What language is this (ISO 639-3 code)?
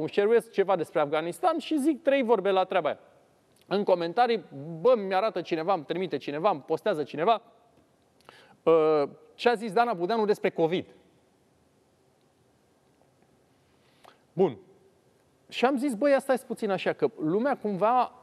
ron